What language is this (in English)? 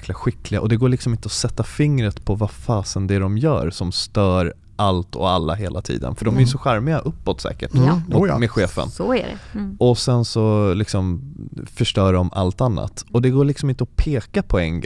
Swedish